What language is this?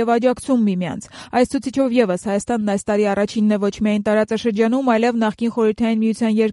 Armenian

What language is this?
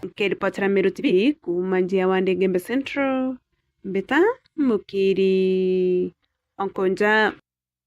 Meru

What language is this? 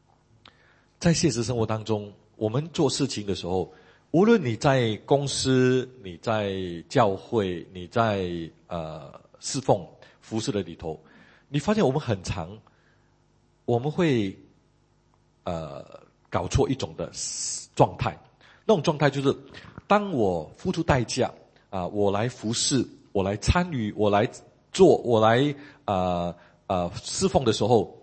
Chinese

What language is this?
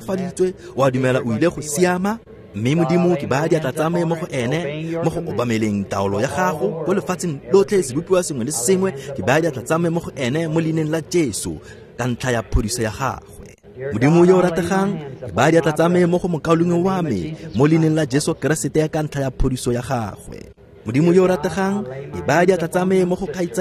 Tswana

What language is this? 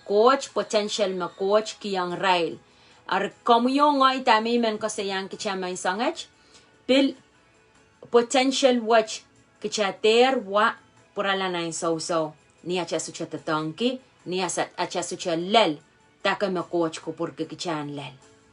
Pohnpeian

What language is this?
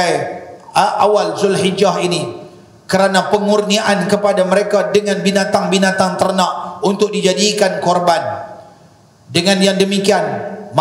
Malay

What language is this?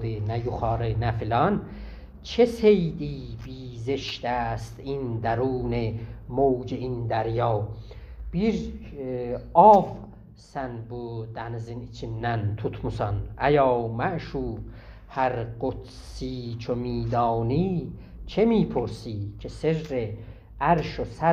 South Azerbaijani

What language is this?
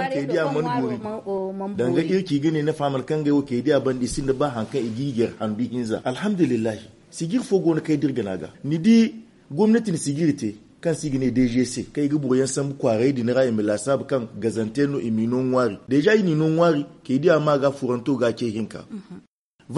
Zarma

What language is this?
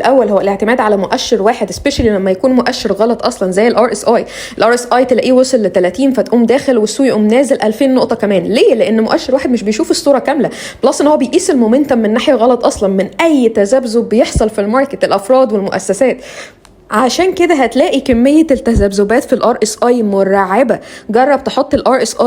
Egyptian Arabic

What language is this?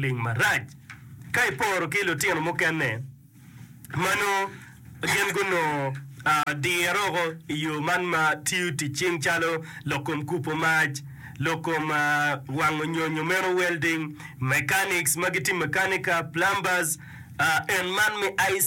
Acoli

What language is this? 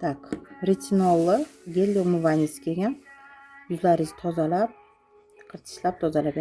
Uzbek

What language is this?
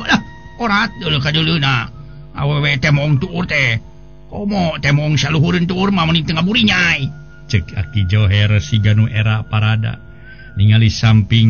Sundanese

